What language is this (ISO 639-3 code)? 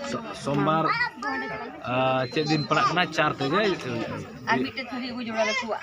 sat